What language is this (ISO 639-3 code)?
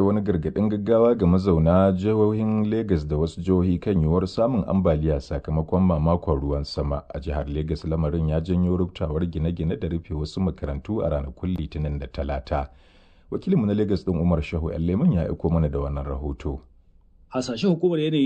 hau